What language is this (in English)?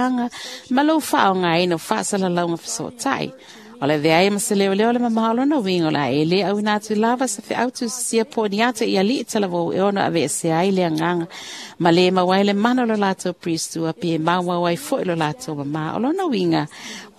Samoan